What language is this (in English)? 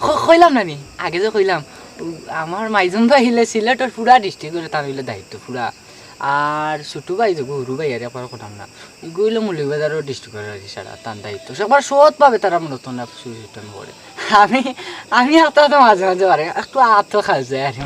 Sylheti